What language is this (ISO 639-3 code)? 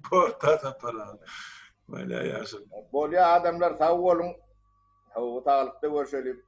tuk